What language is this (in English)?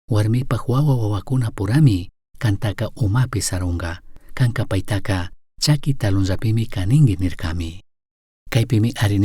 Chimborazo Highland Quichua